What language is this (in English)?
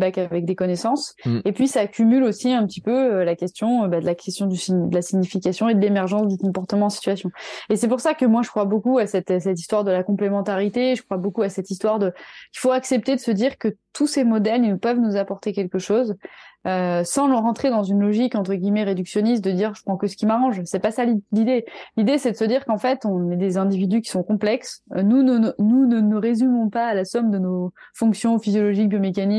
French